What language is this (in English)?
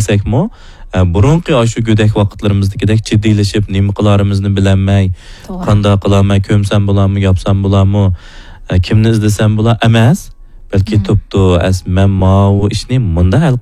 Uyghur